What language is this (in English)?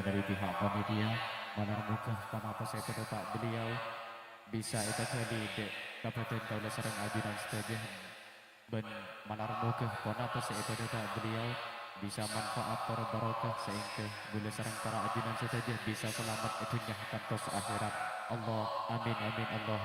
Madurese